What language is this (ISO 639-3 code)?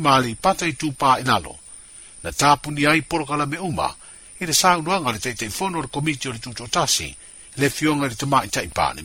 smo